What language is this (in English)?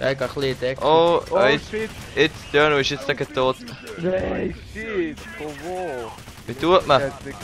Swiss German